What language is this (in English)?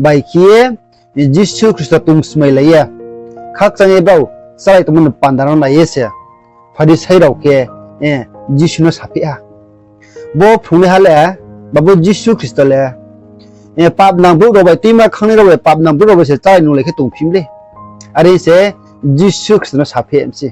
Riang (India)